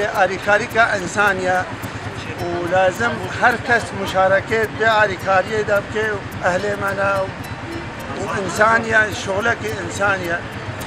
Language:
Kurdish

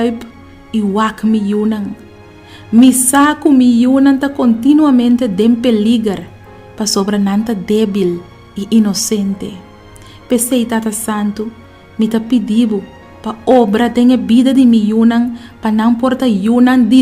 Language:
Papiamento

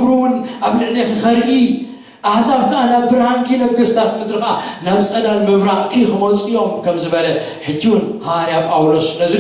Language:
Tigrinya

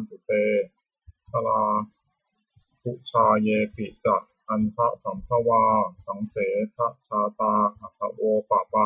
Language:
Pali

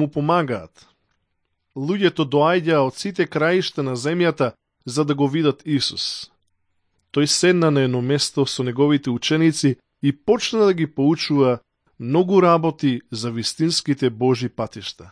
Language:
Macedonian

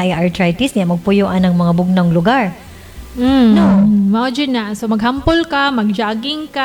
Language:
Cebuano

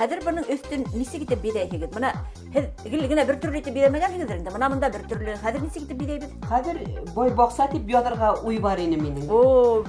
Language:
Bashkir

